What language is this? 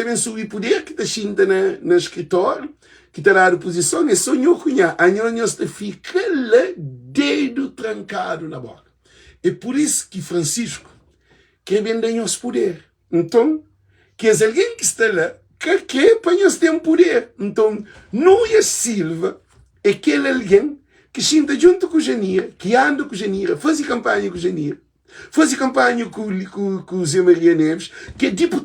Kabuverdianu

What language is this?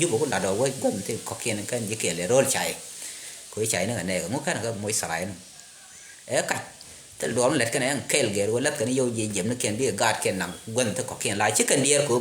Nuer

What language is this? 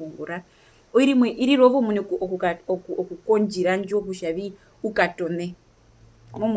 Herero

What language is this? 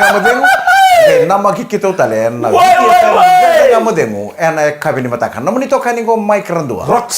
Fijian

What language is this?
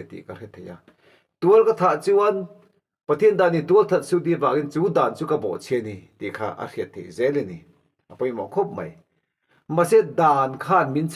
Mizo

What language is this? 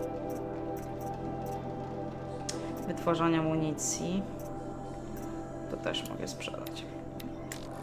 Polish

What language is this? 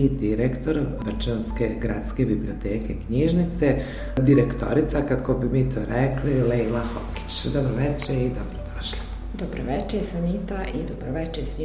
Bosnian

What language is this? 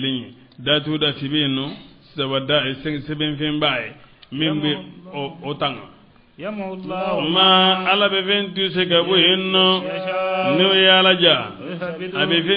Bambara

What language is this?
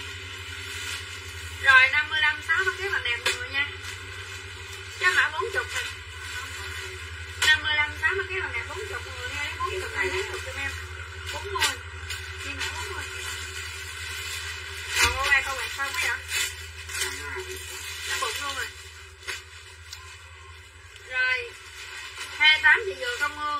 Vietnamese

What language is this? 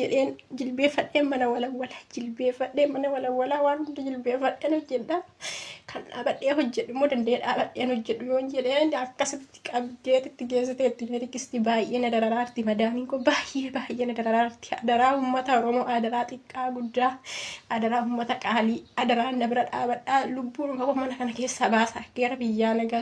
Oromo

